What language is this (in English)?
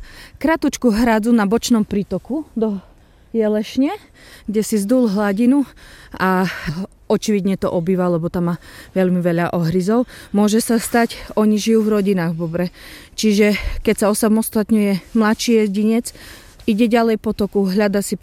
Slovak